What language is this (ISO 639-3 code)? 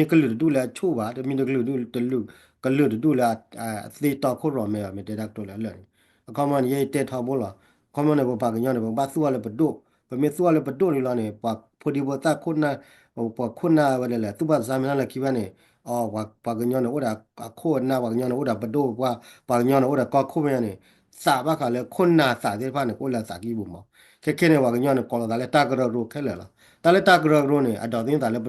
ksw